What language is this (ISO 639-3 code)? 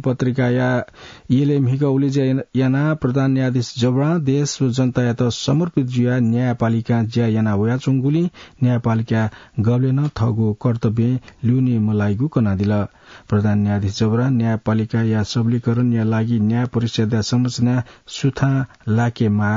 new